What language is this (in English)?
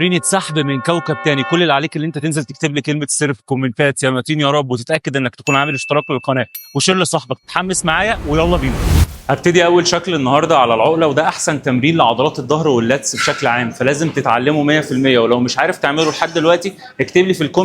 Egyptian Arabic